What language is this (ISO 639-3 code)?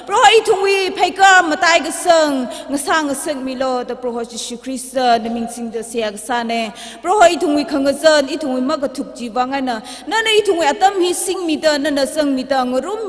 nmf